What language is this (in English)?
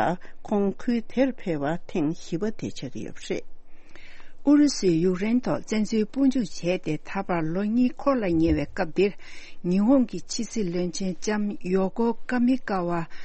Tibetan